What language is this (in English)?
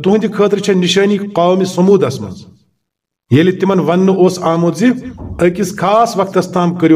Kashmiri